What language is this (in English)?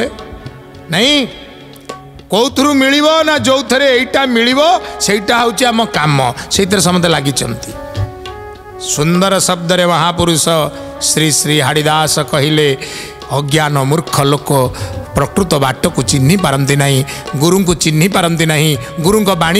Odia